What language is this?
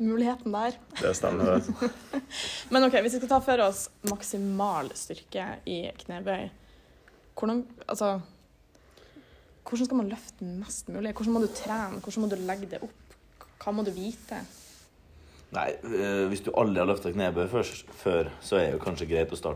Norwegian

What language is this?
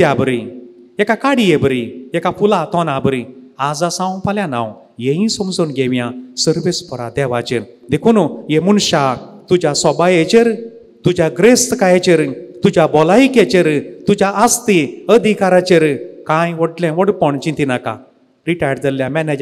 Konkani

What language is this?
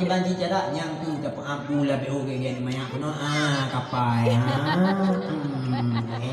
Achinese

